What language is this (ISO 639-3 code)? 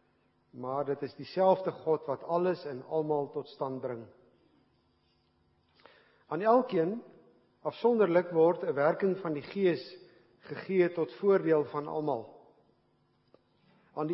afr